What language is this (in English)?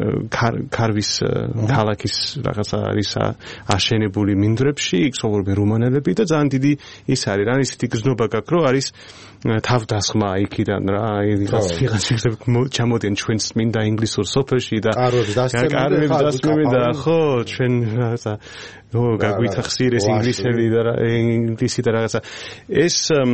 Georgian